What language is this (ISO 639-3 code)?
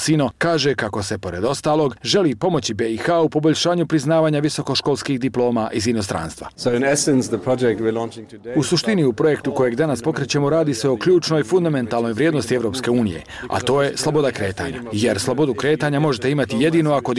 bos